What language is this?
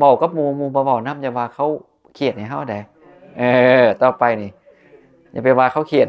Northeastern Thai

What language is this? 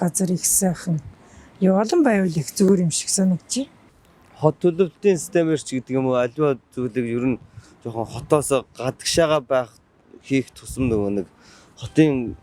Mongolian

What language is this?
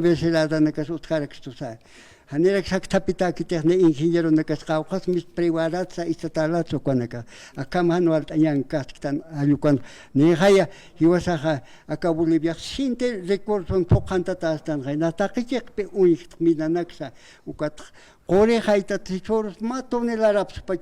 Aymara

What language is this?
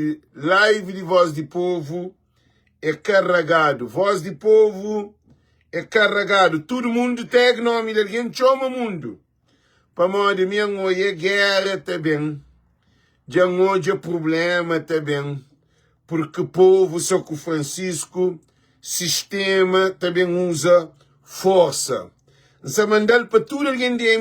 Kabuverdianu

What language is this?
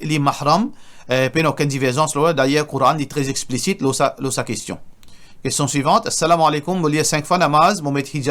Morisyen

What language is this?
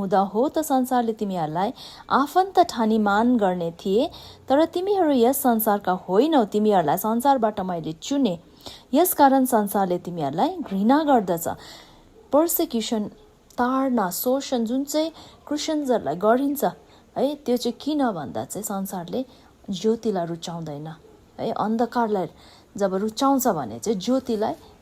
Nepali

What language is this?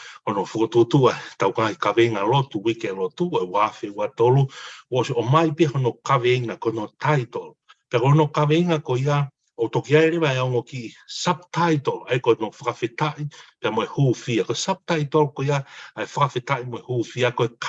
Tongan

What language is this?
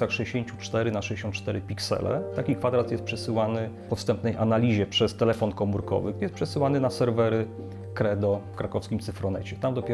Polish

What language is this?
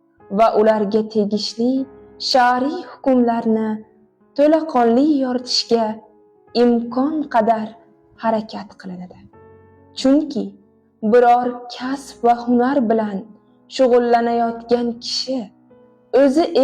Uzbek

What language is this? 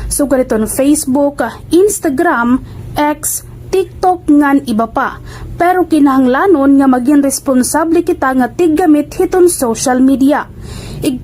Waray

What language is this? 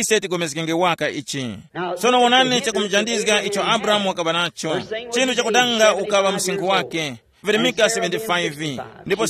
Tumbuka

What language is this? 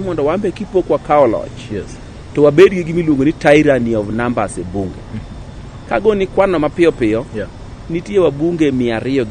Luo (Kenya and Tanzania)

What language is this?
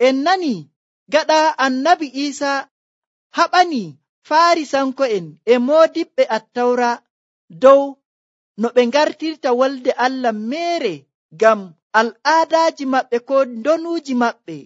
Nigerian Fulfulde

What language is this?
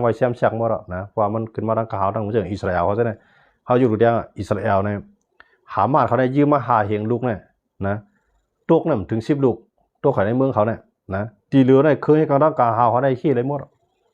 Shan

